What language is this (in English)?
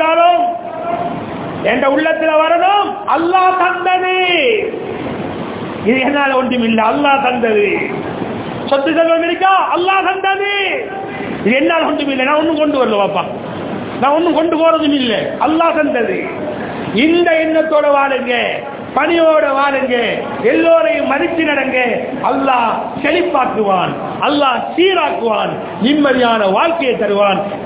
Tamil